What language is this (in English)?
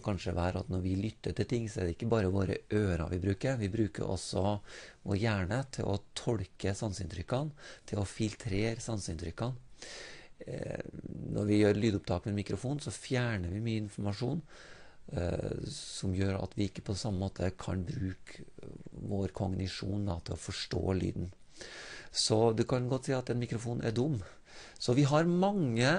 Norwegian